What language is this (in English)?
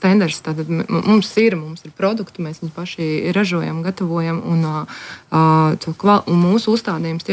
Latvian